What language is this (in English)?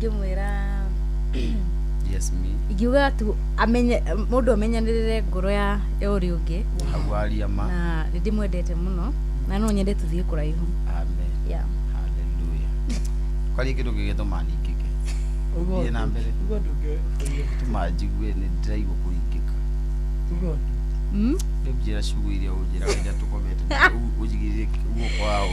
Kikuyu